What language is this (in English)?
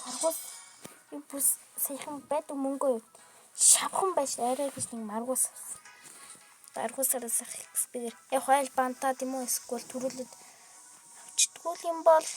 Mongolian